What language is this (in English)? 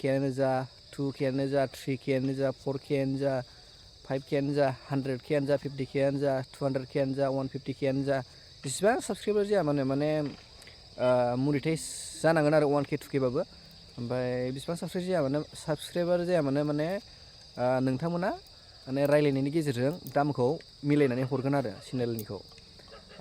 Bodo